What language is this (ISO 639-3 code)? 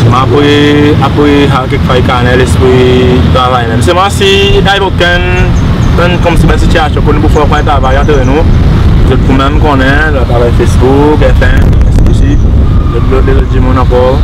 crs